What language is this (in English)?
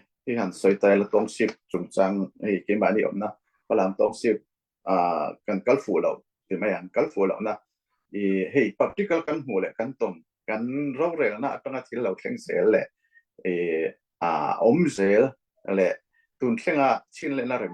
Falam Chin